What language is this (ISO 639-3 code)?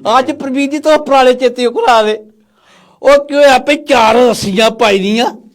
doi